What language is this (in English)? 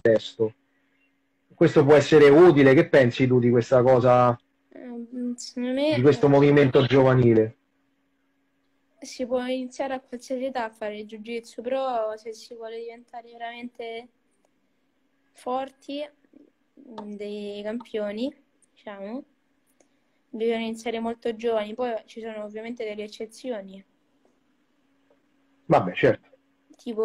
Italian